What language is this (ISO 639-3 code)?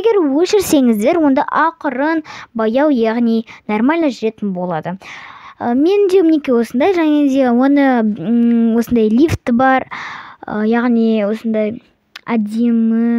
kaz